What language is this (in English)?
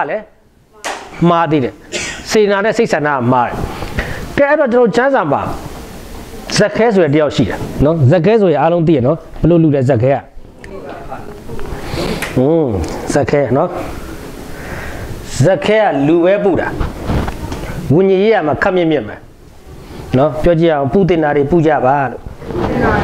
Burmese